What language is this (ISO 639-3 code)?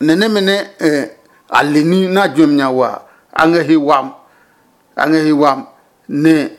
ada